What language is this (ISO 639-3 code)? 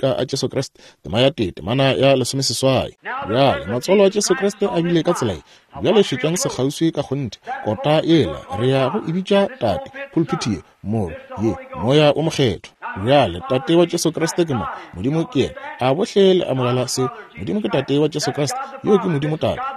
nso